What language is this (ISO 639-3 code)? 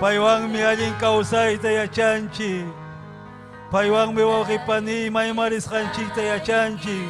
quy